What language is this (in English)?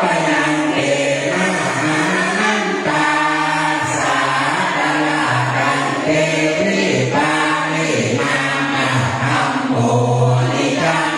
Pali